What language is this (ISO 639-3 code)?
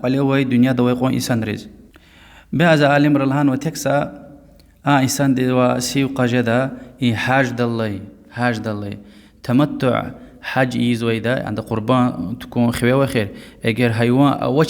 lez